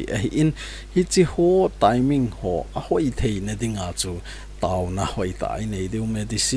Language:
Thado Chin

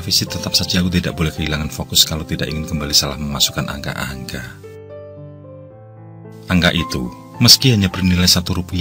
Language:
Indonesian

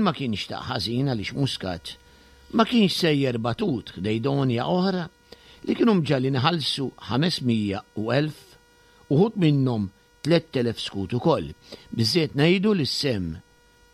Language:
Maltese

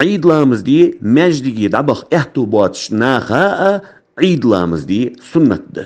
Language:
Ingush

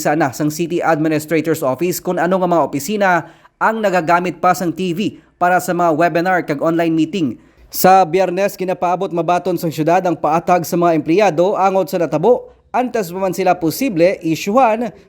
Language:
Hiligaynon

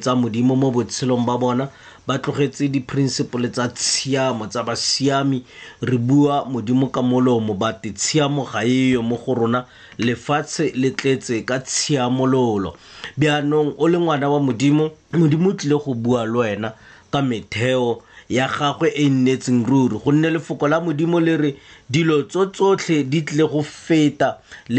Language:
Tswana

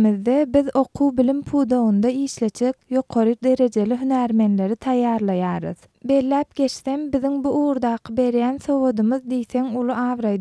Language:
Turkmen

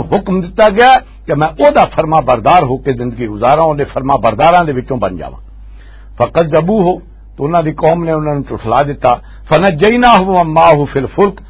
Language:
Western Panjabi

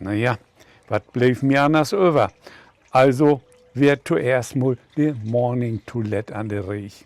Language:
Low German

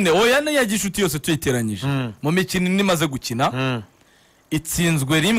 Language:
Kinyarwanda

